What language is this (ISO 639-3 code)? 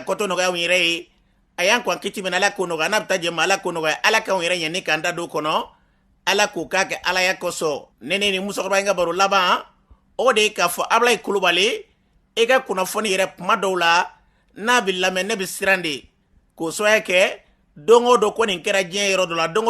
bam